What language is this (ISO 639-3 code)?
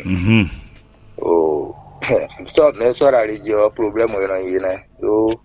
fon